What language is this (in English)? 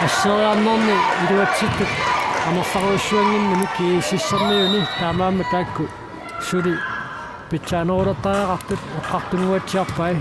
Kalaallisut